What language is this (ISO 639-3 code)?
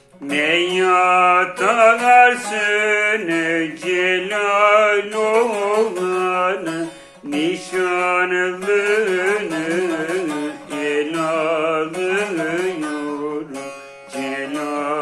tur